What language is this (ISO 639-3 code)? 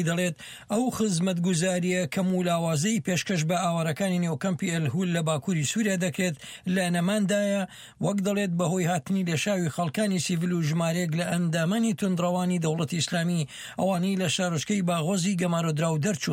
ckb